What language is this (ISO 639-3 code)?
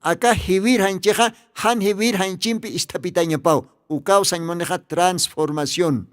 aym